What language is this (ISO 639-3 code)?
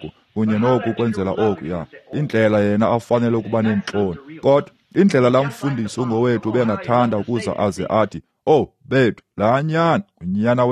xho